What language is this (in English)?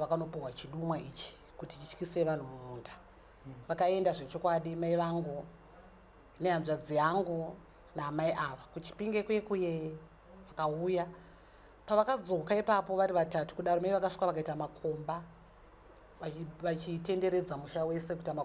Shona